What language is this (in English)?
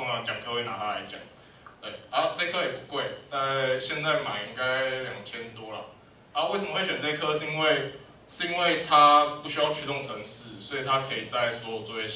Chinese